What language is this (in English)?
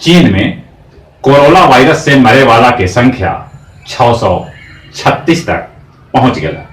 Magahi